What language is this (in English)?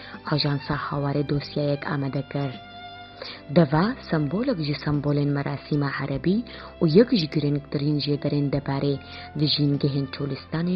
Kurdish